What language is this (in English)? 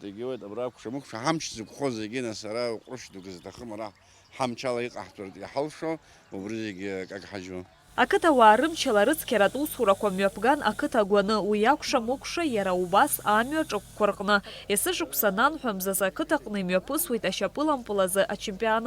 Abkhazian